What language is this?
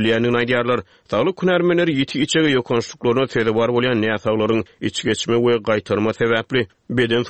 Turkmen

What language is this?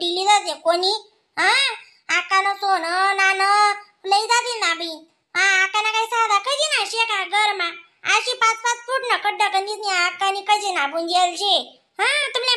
Khandesi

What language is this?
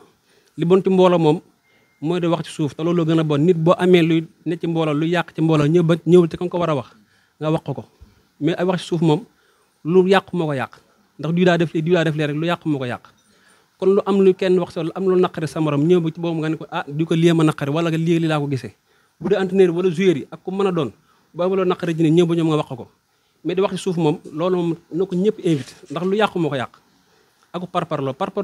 Wolof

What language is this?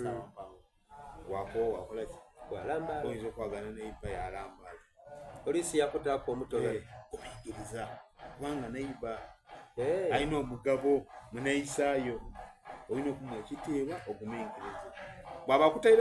Soga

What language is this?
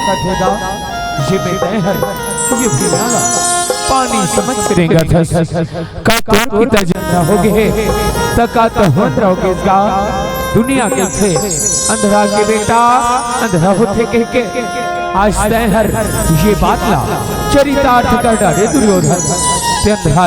Chhattisgarhi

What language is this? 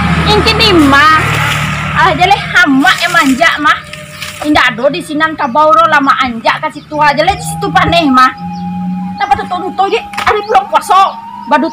Minangkabau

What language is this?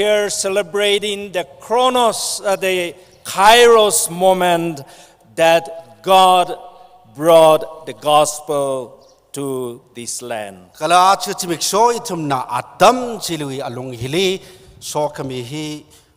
Tangkhul Naga (India)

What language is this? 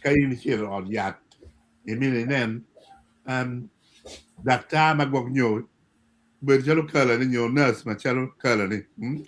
Acoli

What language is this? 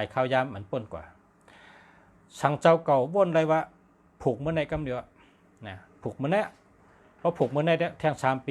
Shan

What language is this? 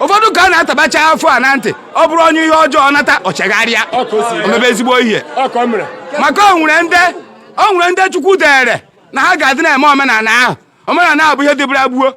Igbo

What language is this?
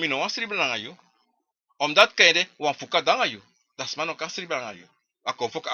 Sranan Tongo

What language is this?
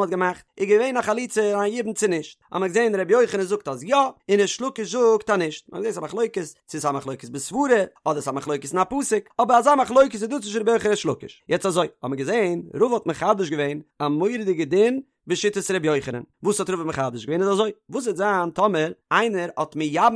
Yiddish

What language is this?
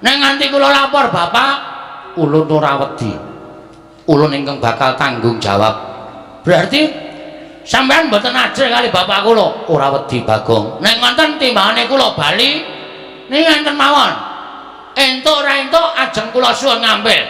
Javanese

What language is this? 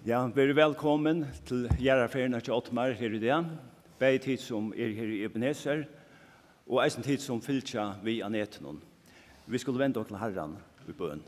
Faroese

